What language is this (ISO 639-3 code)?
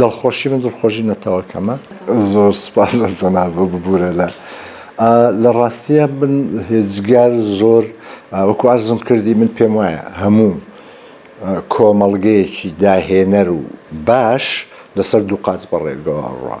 ckb